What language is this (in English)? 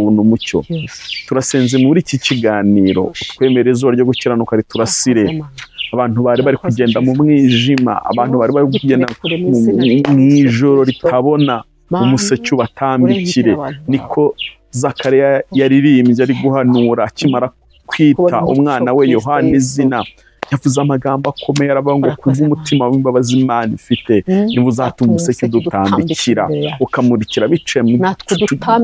Kinyarwanda